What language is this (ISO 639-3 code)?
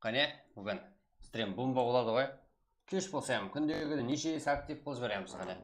kaa